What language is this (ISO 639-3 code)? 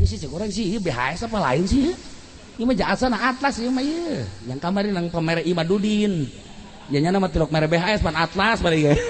sun